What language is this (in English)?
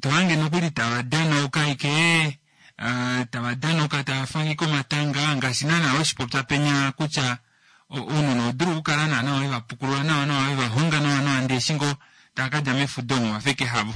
Kuanyama